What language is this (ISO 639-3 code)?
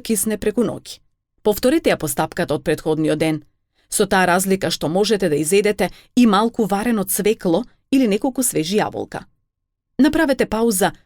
mkd